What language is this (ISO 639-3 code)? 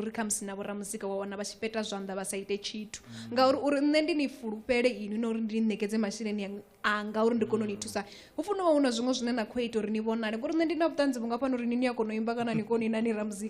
ven